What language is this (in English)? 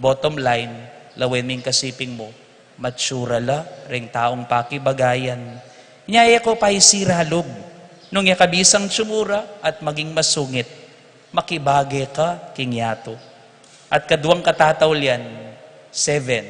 Pampanga